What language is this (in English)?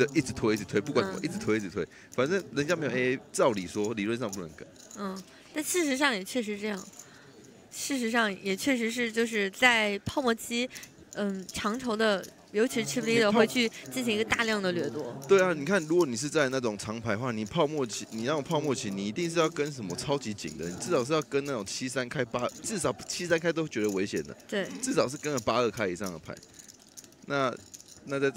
Chinese